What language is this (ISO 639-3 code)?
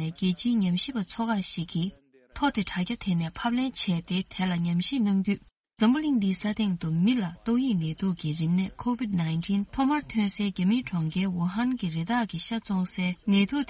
bod